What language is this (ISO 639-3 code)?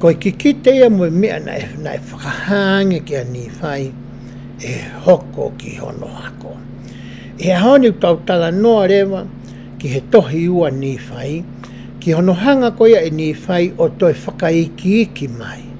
ton